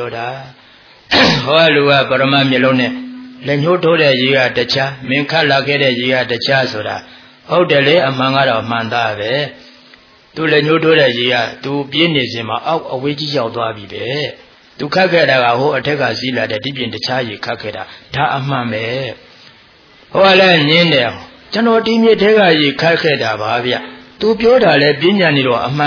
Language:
Burmese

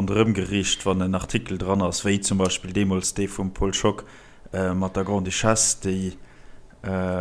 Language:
Luxembourgish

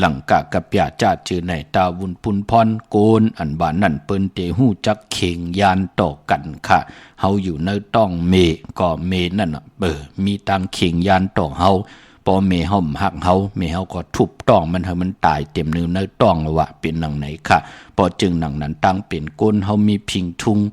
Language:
Shan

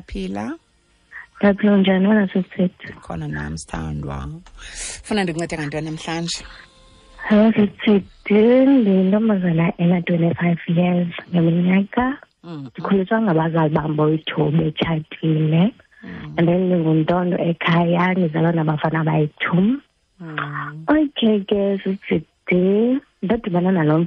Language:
Xhosa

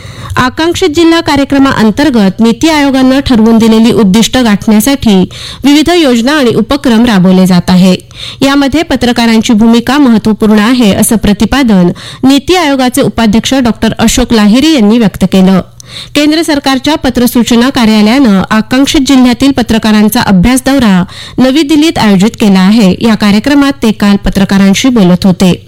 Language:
Marathi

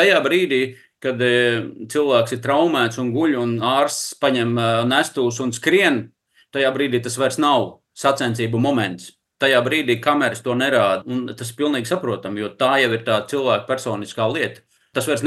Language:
Latvian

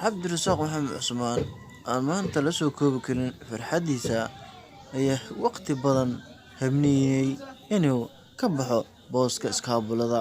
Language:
Somali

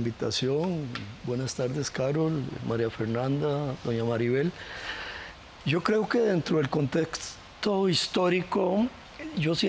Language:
Spanish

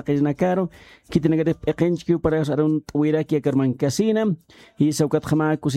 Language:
Aymara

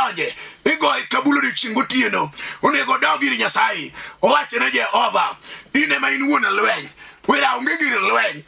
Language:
Luo (Kenya and Tanzania)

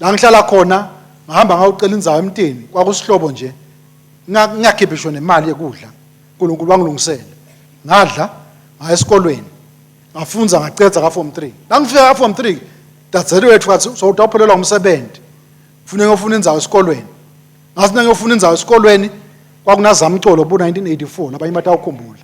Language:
Swati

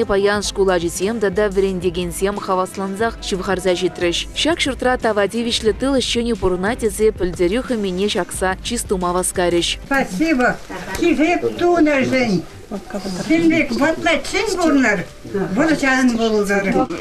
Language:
Chuvash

